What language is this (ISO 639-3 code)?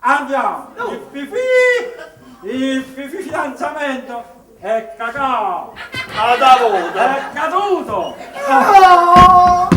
nap